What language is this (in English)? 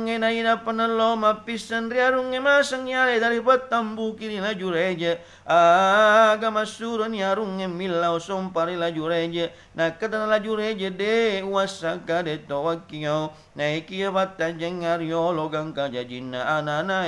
Buginese